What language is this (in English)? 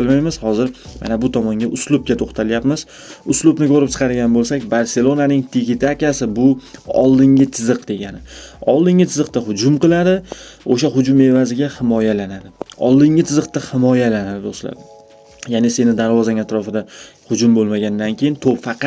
Uzbek